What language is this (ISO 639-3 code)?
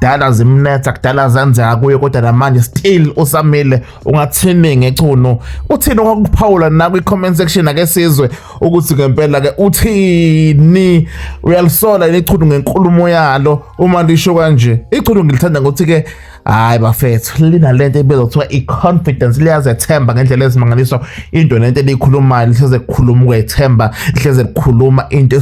zul